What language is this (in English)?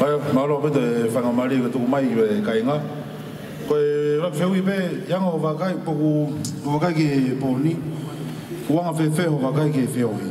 Tongan